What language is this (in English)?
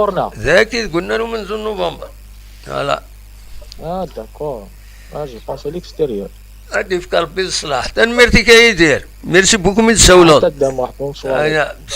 Kabyle